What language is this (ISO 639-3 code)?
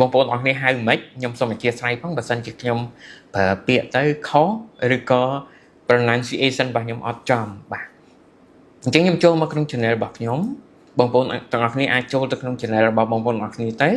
khm